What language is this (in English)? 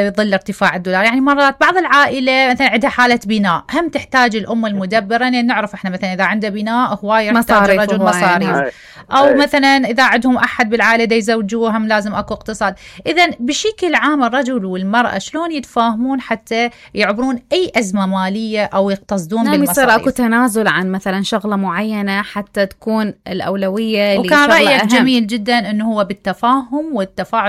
Mesopotamian Arabic